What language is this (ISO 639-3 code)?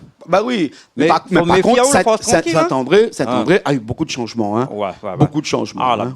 rcf